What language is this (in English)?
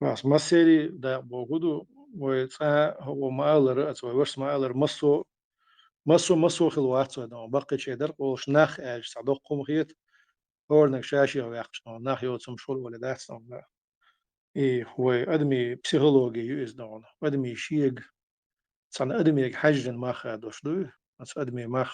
Chechen